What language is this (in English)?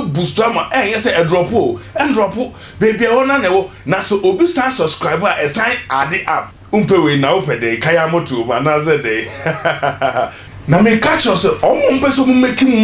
Akan